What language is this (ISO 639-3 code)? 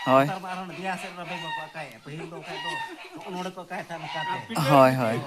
sat